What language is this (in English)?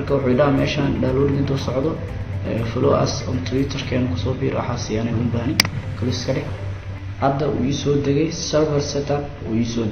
Somali